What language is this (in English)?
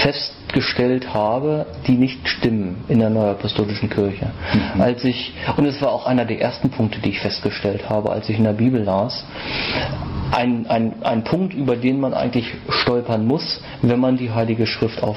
German